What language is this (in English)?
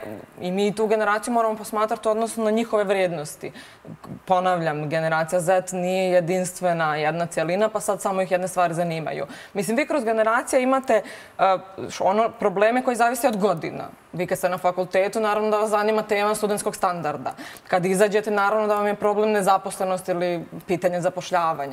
Serbian